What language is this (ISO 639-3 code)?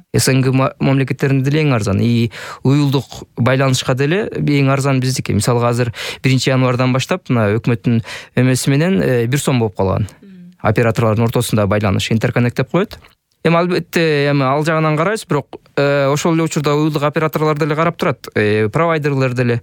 kir